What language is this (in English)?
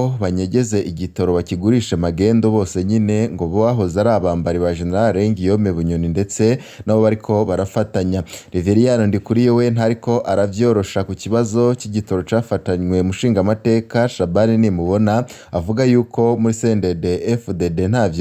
Rundi